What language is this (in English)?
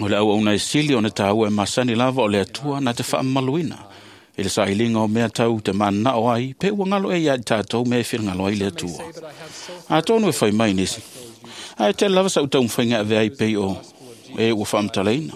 Samoan